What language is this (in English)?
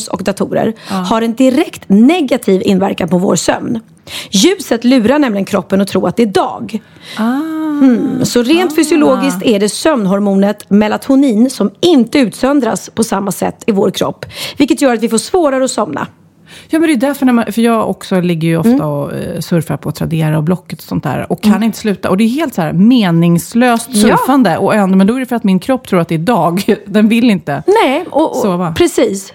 Swedish